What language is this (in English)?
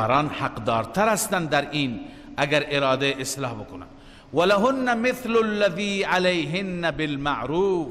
Persian